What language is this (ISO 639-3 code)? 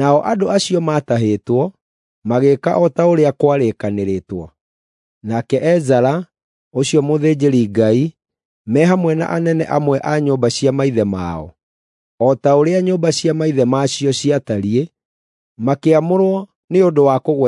kik